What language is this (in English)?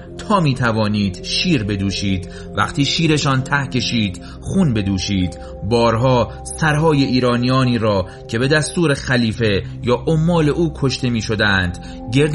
Persian